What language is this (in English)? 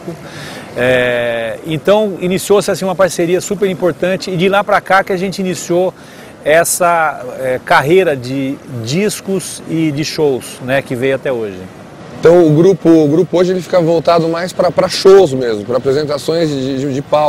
Portuguese